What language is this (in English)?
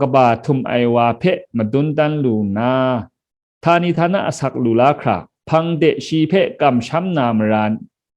Kachin